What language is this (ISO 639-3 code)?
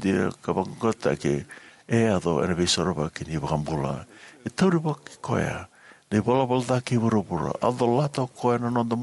fij